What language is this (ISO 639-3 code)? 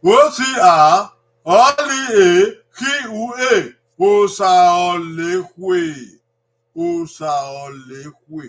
bin